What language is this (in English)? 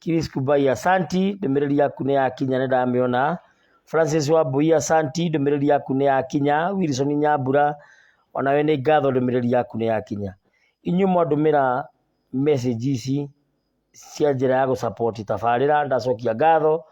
Kikuyu